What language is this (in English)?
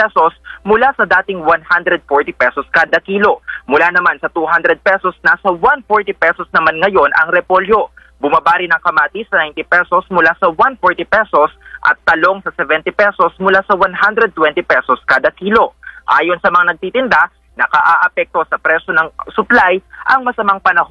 Filipino